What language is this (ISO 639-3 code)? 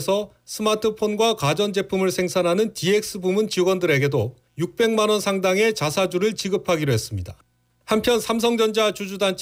kor